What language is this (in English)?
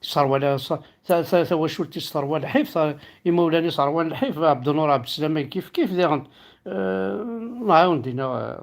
Kabyle